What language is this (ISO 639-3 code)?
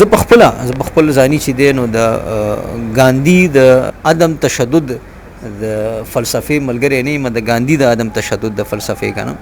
pus